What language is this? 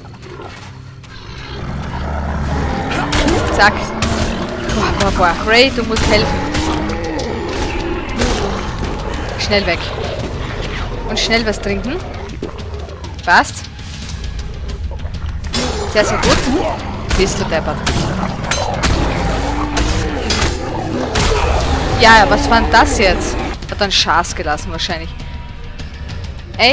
German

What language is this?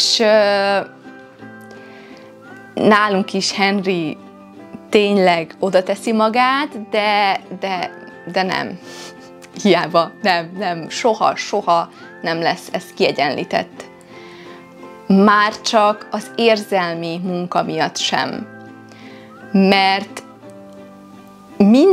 Hungarian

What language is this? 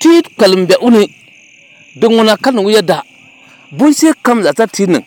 Dagbani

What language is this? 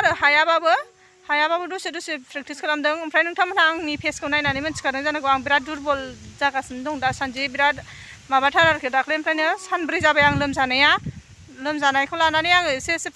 Bodo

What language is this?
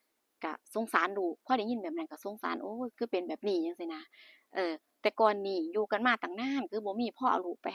Northeastern Thai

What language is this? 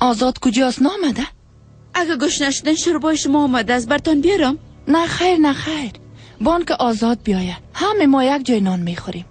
Persian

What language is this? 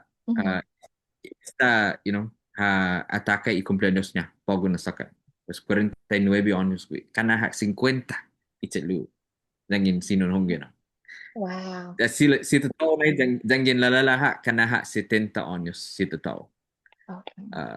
Chamorro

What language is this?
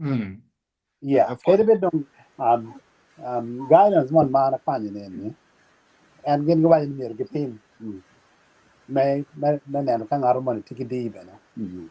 Acoli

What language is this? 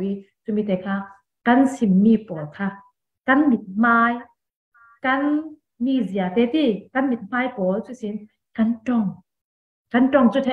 Falam Chin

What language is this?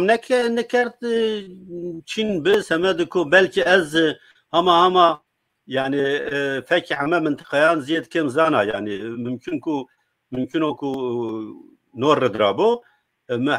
Zaza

